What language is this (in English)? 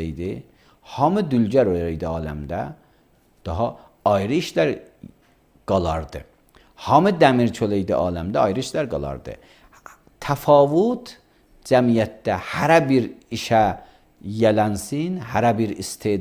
Azerbaijani